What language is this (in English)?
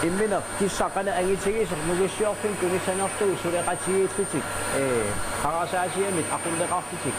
Kalaallisut